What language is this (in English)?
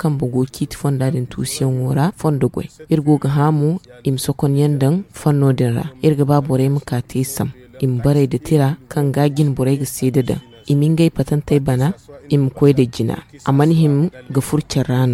Zarma